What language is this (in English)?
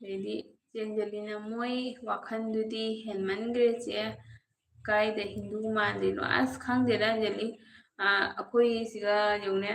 Manipuri